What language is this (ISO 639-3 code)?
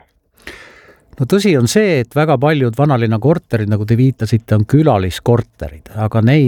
est